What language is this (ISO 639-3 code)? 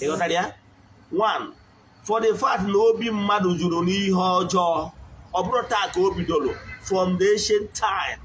ibo